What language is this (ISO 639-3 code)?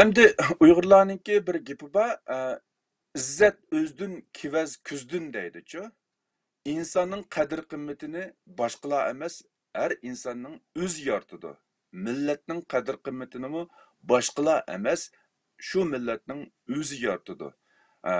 uig